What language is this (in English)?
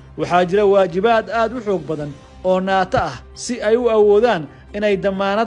Somali